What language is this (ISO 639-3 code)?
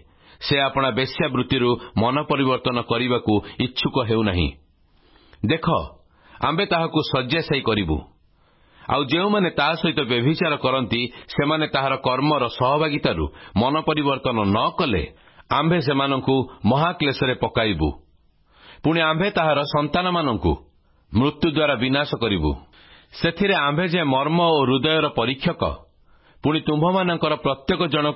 ori